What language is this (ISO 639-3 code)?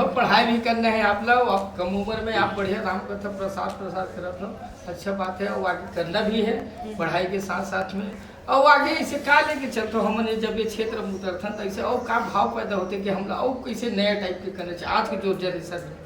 hne